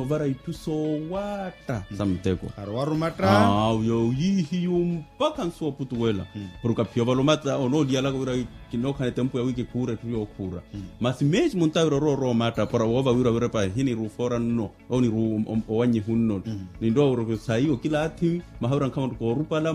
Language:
Makhuwa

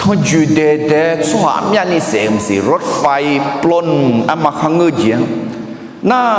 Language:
Akha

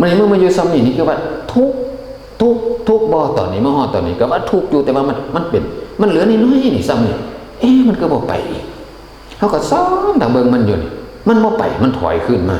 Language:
Northeastern Thai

